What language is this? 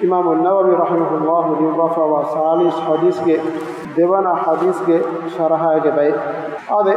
Divehi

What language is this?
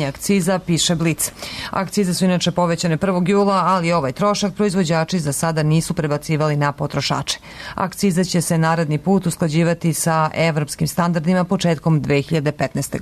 Serbian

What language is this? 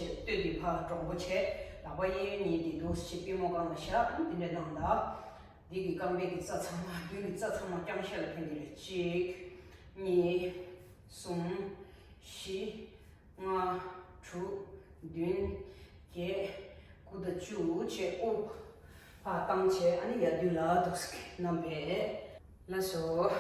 Tibetan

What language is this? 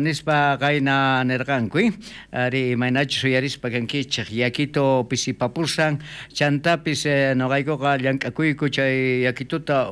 South Bolivian Quechua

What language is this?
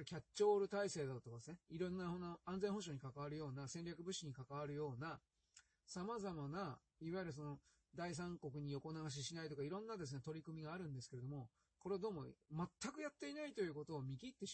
Japanese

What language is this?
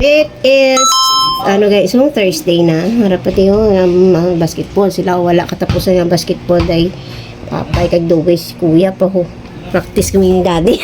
Hiligaynon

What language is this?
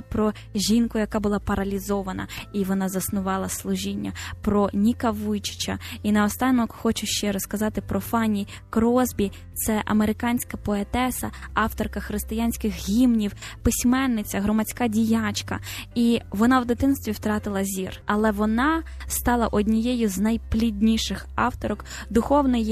Ukrainian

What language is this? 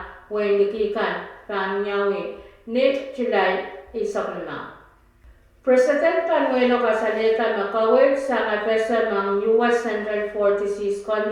Pohnpeian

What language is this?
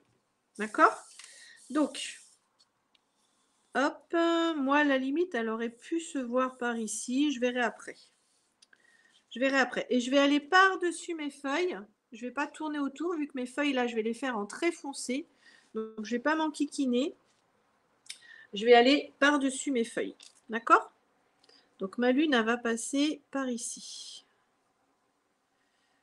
French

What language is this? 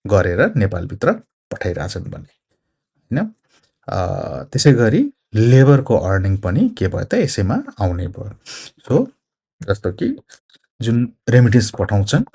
Nepali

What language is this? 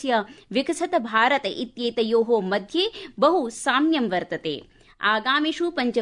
Sanskrit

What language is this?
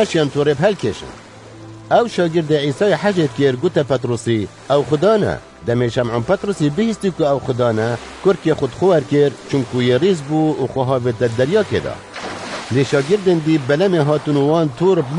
Kurdish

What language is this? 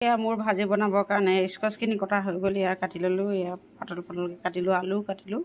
Assamese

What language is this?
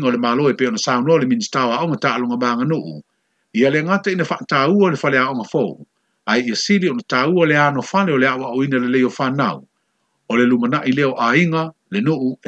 Samoan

